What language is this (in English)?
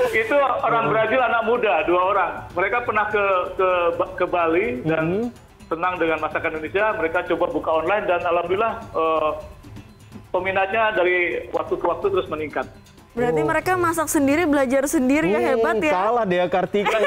Indonesian